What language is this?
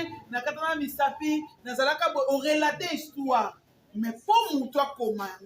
Lingala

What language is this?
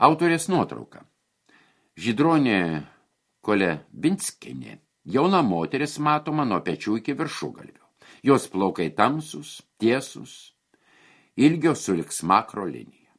Lithuanian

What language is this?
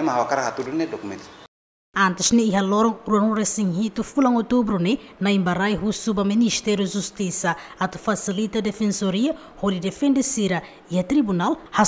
Tetum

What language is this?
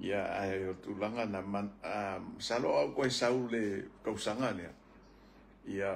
Samoan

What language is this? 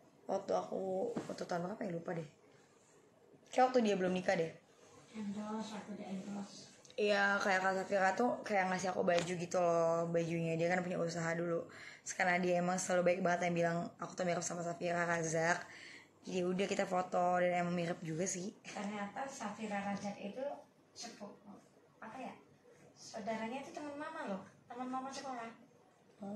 Indonesian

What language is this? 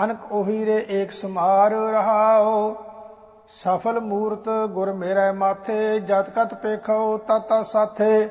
Punjabi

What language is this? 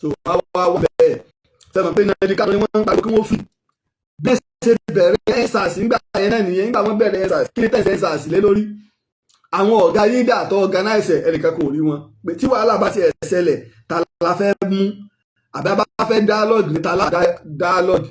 Yoruba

